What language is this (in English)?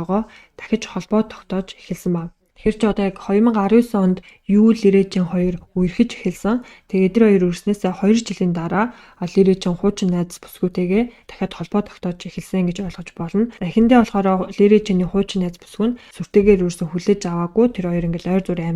Mongolian